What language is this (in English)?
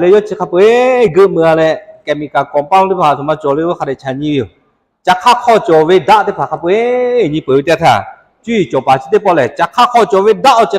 Lahu